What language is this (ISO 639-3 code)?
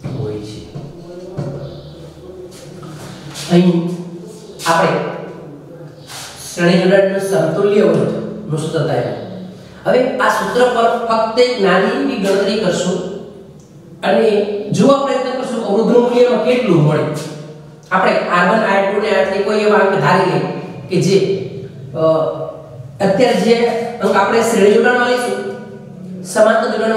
guj